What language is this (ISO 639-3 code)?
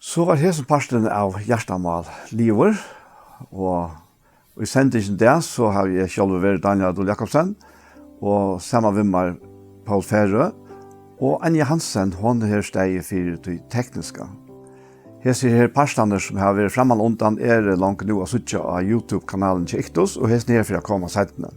fao